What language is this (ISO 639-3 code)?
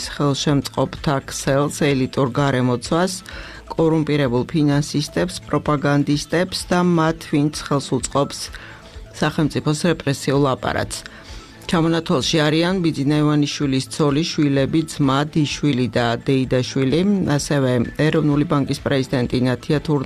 kat